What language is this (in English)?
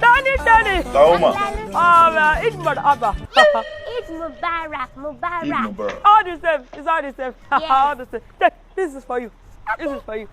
Nigerian Pidgin